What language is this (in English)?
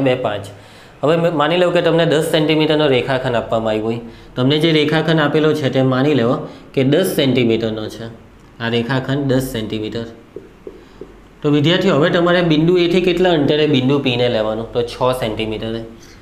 Gujarati